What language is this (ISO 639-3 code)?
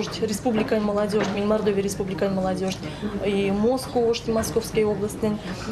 myv